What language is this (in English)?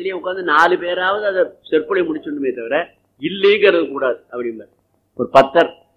Tamil